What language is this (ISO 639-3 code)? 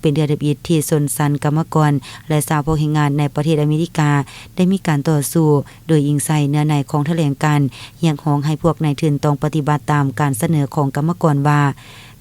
lao